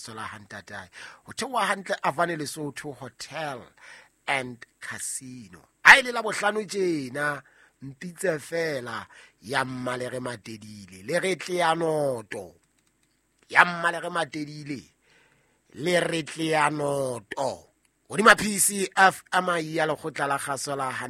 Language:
Southern Sotho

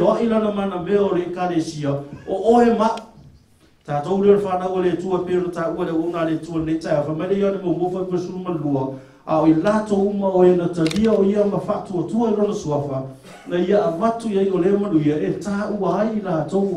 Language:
Samoan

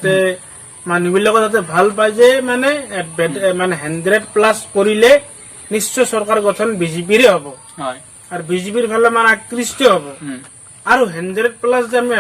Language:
Assamese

